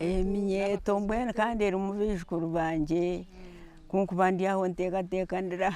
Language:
Nyankole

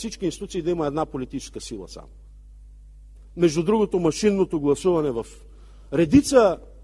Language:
Bulgarian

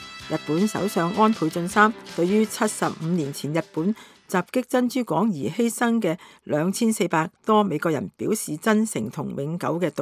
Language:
Cantonese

